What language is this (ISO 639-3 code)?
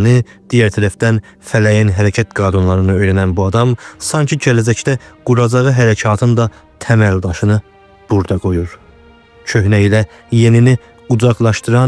aze